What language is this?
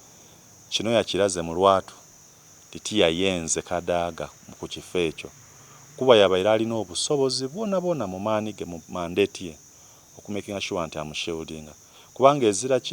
Soga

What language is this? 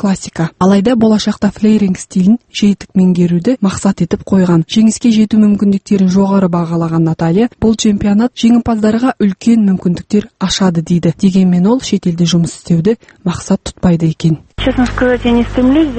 Kazakh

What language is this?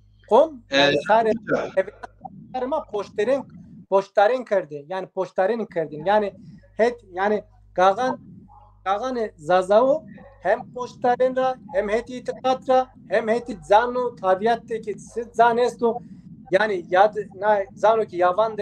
Zaza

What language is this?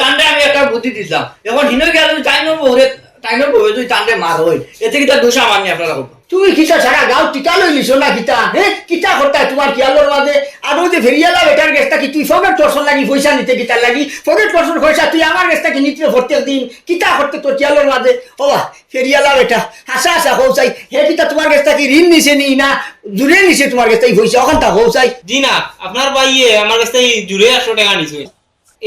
Sylheti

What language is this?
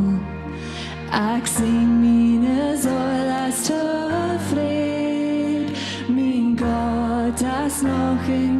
Plautdietsch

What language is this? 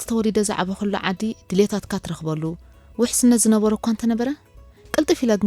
Tigrinya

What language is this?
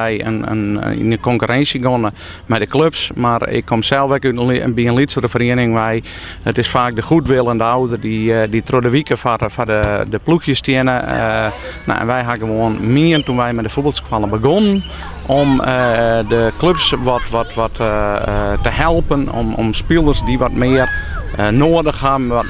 Western Frisian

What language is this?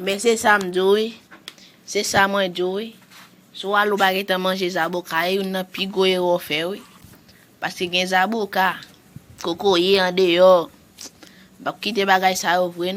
Haitian Creole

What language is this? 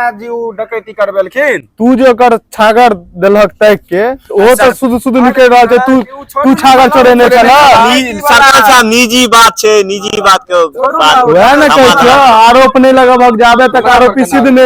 Maithili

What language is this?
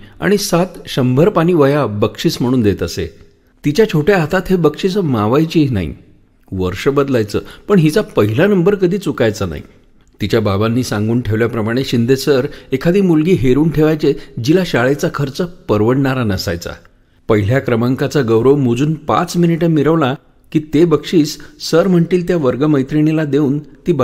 Marathi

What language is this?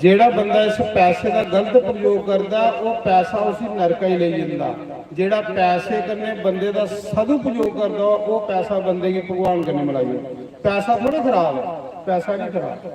Dogri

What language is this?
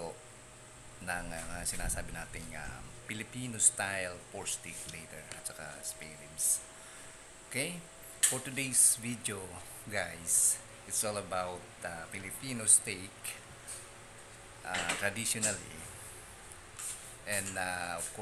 Filipino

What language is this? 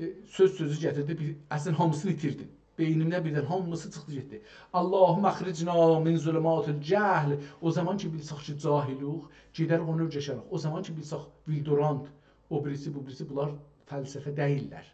South Azerbaijani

